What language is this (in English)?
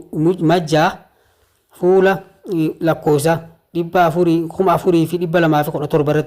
Oromo